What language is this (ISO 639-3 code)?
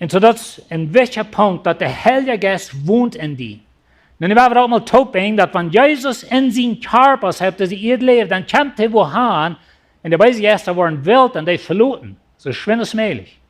pdt